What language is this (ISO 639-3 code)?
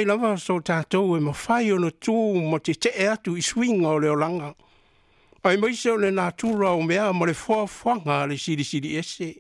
smo